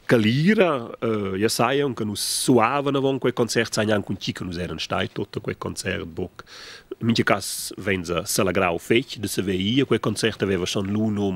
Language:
Romansh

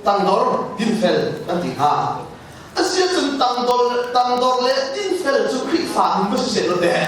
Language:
Hakha Chin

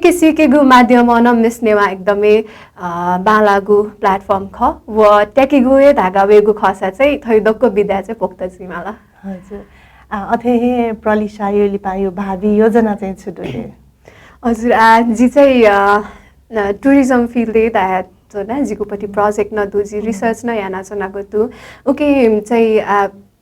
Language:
Newari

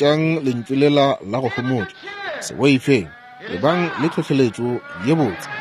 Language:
Northern Sotho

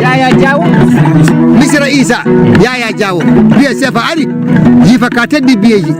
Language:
Fula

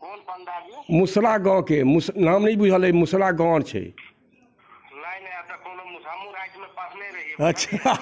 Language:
Maithili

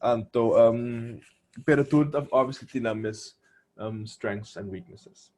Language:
Papiamento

